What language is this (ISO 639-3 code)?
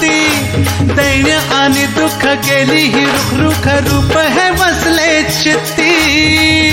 mar